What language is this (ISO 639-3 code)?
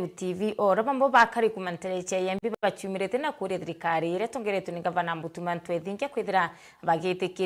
mer